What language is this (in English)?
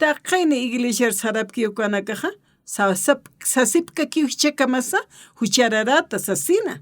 Aymara